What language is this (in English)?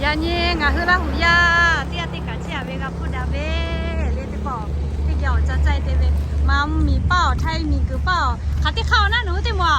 Lahu